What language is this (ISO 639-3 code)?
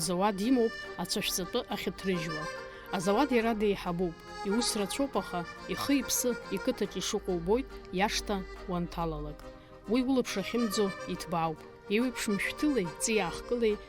abk